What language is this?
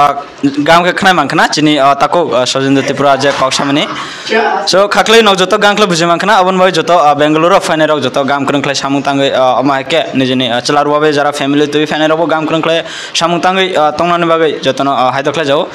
Kok Borok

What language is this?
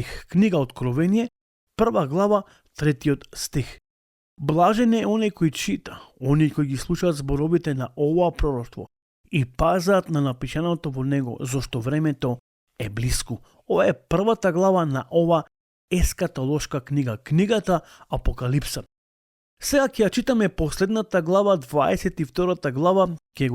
Macedonian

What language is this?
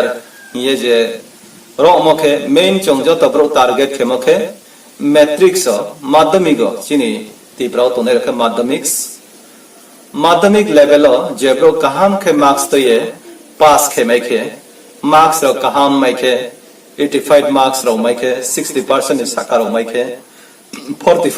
Riang (India)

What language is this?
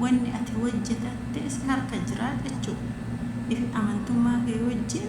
Oromo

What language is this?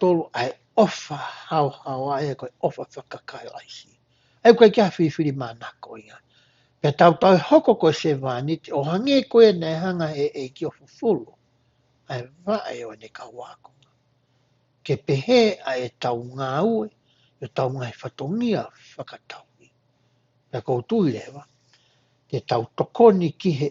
Tongan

